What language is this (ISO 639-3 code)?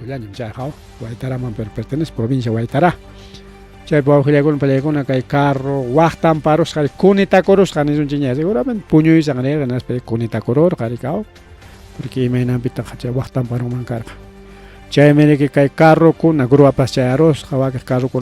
quy